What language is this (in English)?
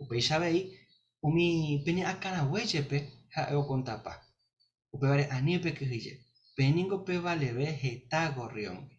Guarani